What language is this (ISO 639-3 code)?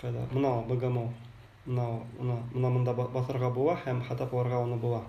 bak